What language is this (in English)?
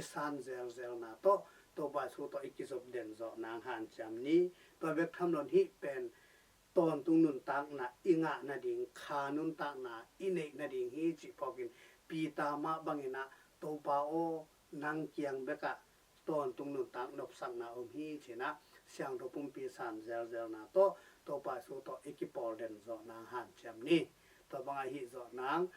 Tedim Chin